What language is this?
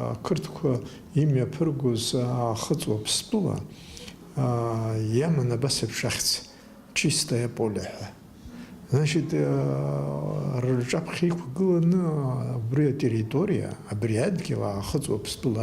Abkhazian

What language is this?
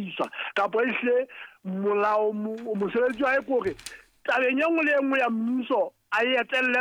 Southern Sotho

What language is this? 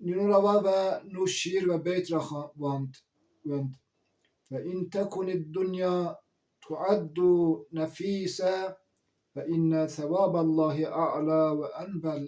Zaza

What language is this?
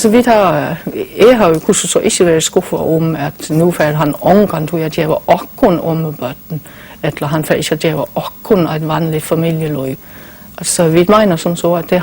Faroese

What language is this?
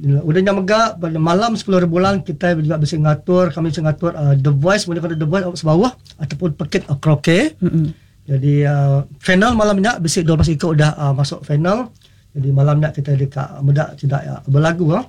Iban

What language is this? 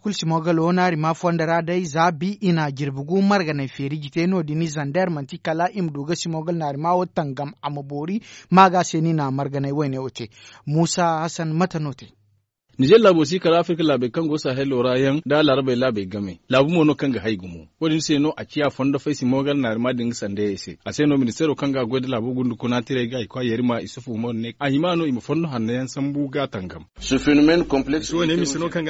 Zarma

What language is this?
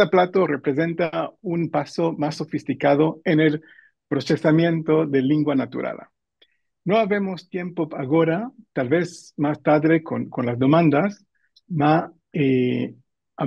Ladino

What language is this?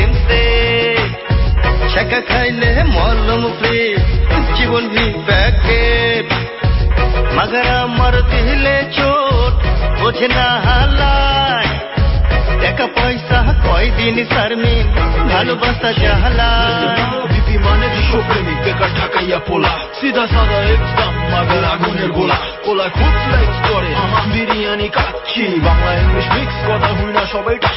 Bangla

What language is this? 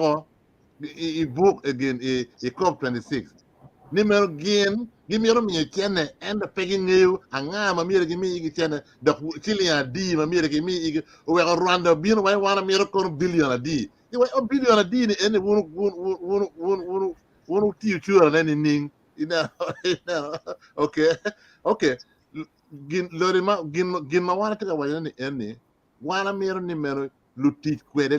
Acoli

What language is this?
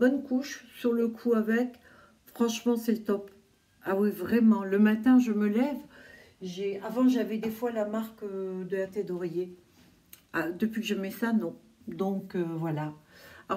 French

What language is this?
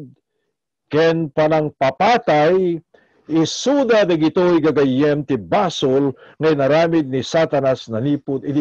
Iloko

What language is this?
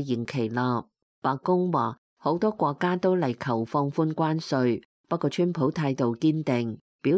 Cantonese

